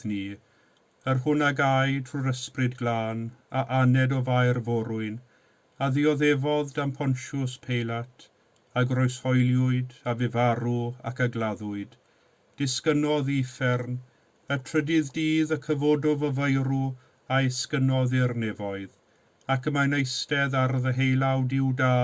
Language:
Welsh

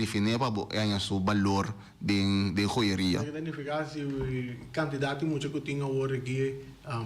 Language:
Papiamento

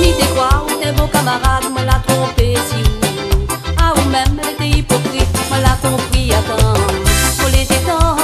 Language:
Réunion Creole French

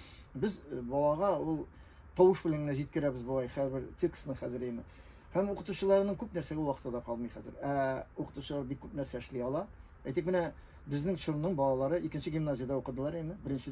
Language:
Tatar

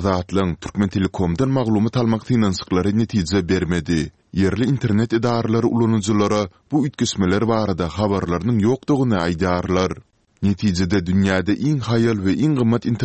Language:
Turkmen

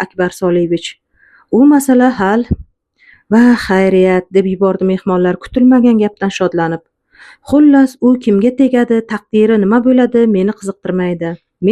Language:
Uzbek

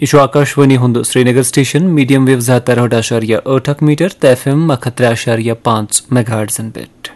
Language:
Kashmiri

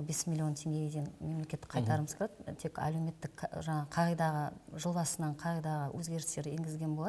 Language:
Kazakh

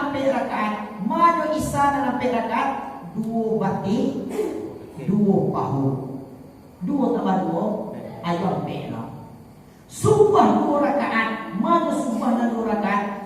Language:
Minangkabau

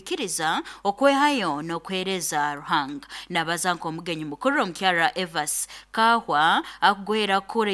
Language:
Nyankole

